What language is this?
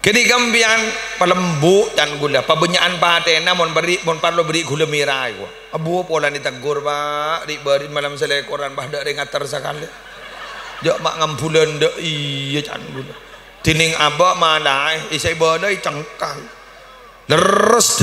Madurese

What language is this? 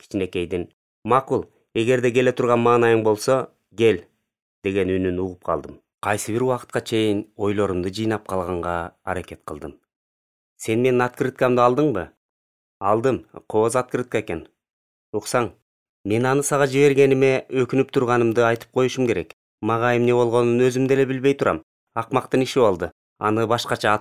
Kyrgyz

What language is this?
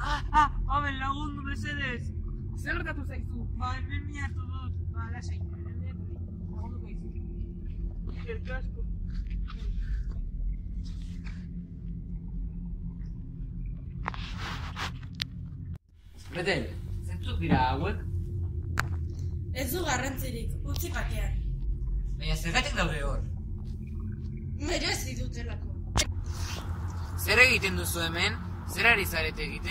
Basque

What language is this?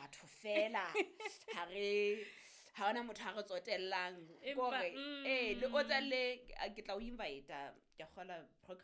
Southern Sotho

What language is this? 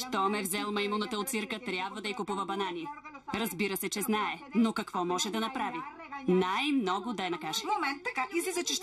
Bulgarian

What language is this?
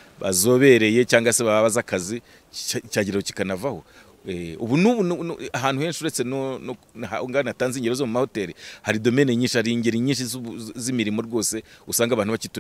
Kinyarwanda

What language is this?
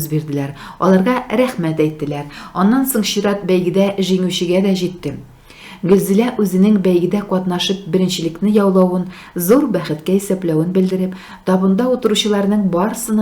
Tatar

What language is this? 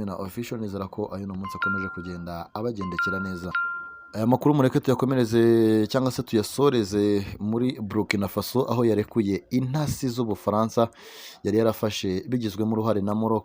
Kinyarwanda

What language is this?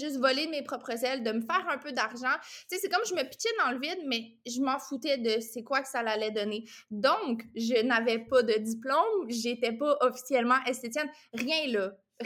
French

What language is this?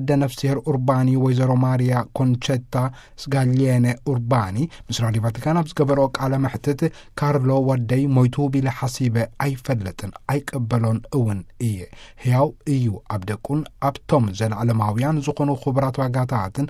Tigrinya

